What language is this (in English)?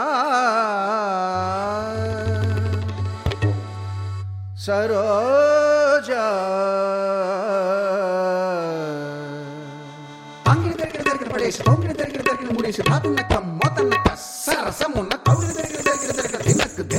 Telugu